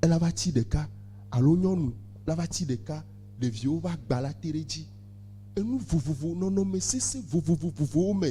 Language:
Ewe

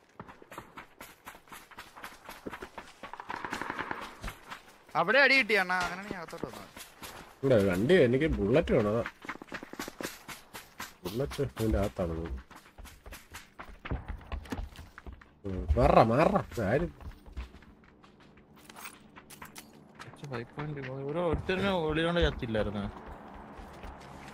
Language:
Malayalam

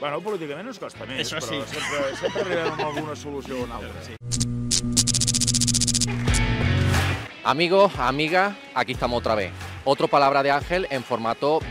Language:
Catalan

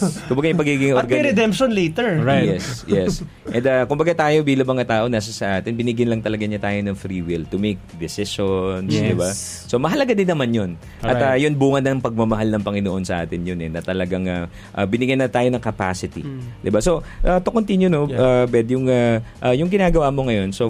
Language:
Filipino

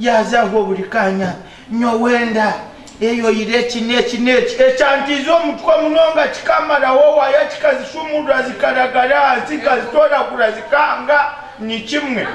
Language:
Nyankole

